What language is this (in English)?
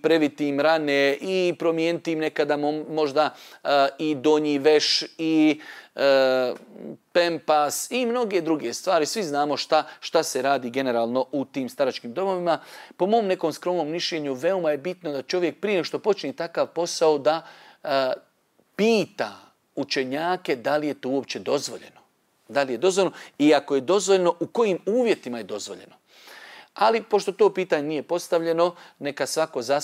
Bosnian